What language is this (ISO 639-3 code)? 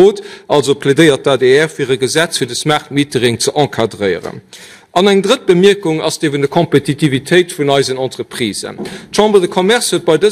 ltz